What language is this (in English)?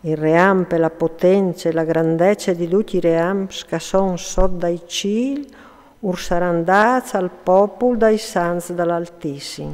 Friulian